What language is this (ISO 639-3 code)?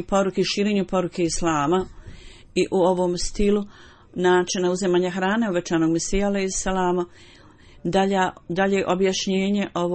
bos